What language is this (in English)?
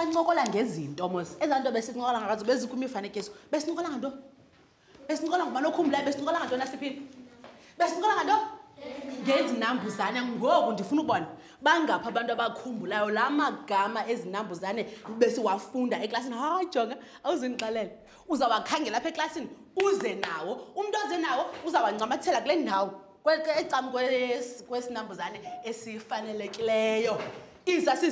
Xhosa